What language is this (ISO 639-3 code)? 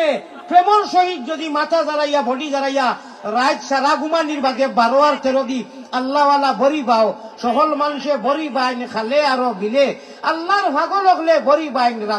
syl